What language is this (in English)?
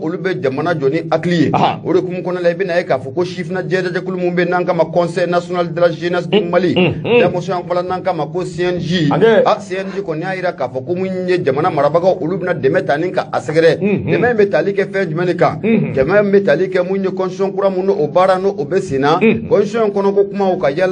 Bambara